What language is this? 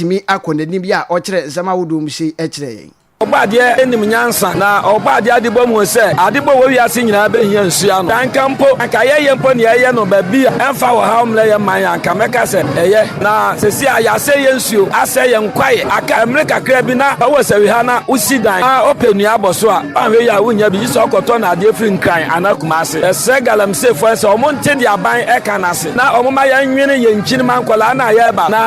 Akan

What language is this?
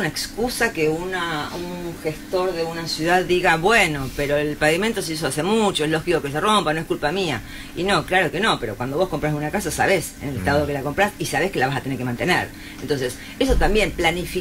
Spanish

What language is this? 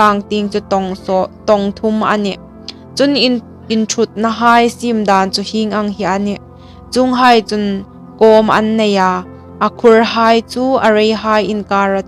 Hmar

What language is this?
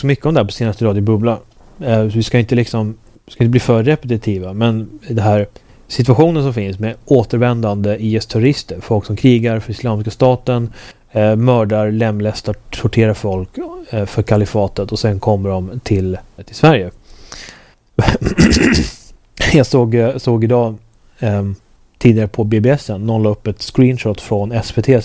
Swedish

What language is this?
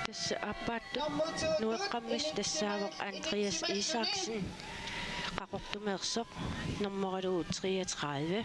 Kalaallisut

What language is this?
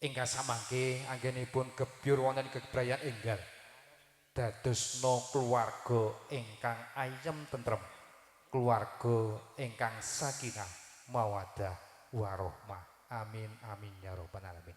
Javanese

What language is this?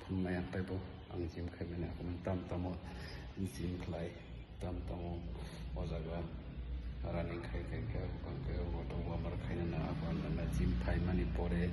Kok Borok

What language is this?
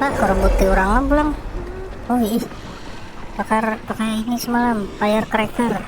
Banjar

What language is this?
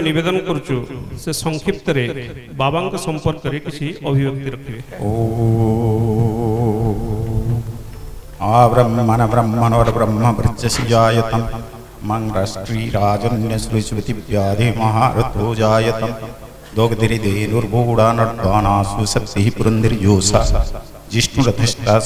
Odia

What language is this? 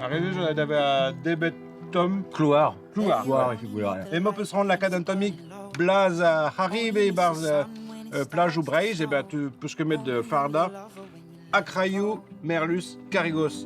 Breton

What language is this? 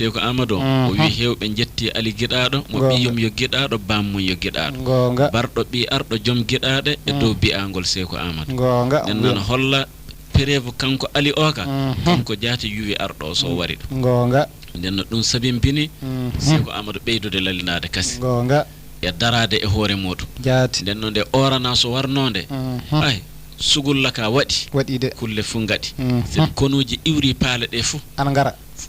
Fula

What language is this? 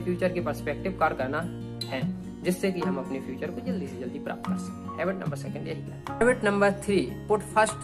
Hindi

